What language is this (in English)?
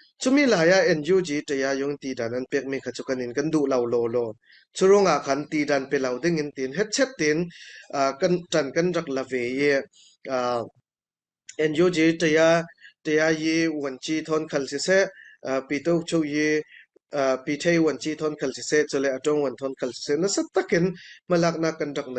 Falam Chin